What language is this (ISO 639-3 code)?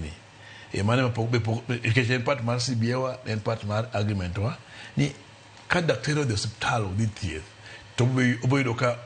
luo